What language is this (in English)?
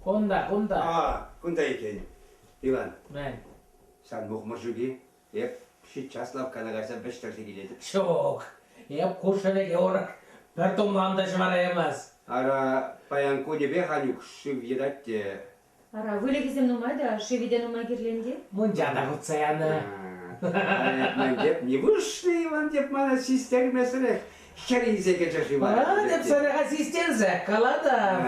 Chuvash